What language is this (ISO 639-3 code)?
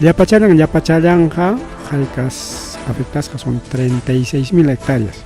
quy